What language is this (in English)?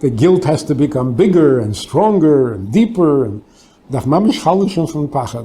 Yiddish